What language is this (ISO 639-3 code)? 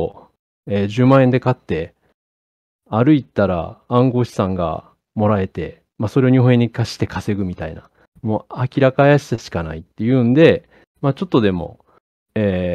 jpn